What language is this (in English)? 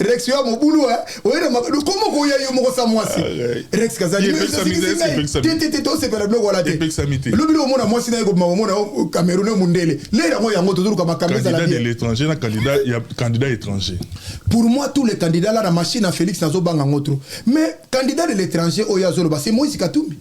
Lingala